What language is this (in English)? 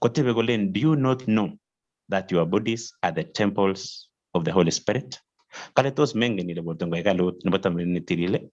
Kalenjin